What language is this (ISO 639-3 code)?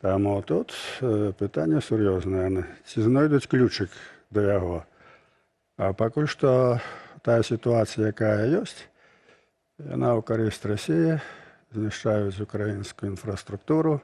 bel